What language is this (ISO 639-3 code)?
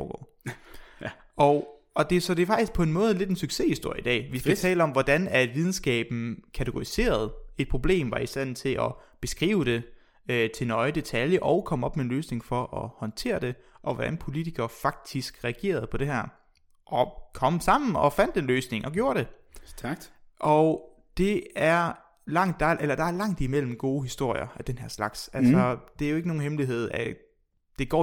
dan